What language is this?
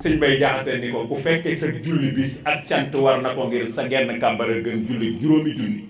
Wolof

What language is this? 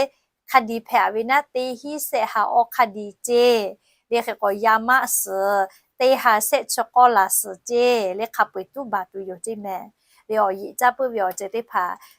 Lahu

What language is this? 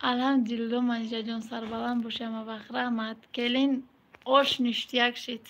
Tajik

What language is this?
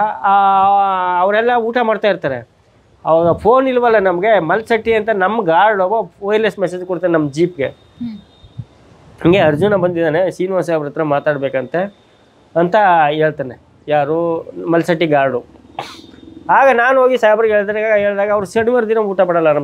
Kannada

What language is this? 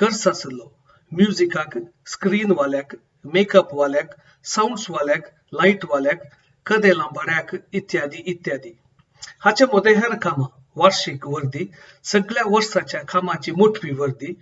Konkani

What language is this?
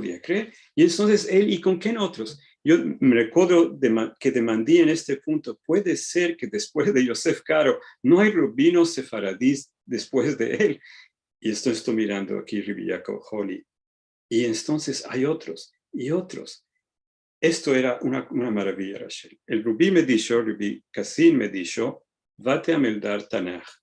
Ladino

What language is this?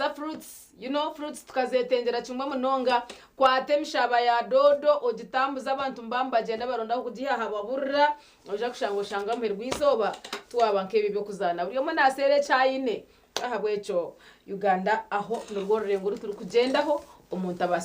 Nyankole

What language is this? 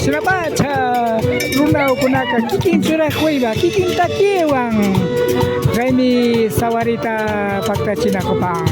Imbabura Highland Quichua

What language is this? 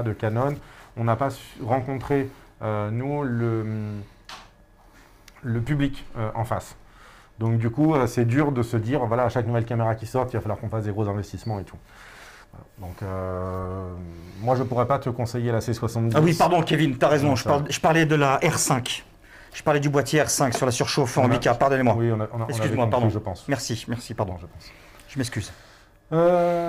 French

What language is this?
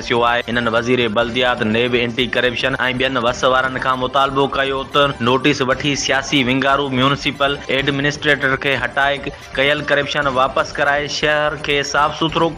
Sindhi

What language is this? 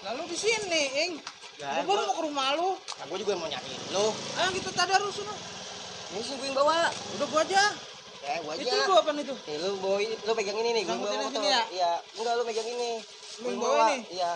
Betawi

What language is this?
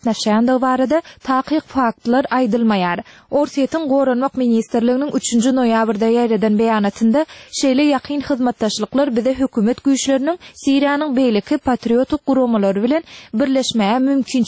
Turkmen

